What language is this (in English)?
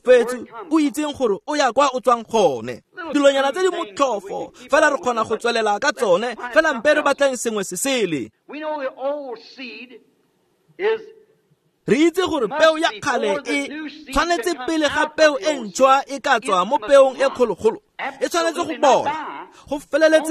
Tswana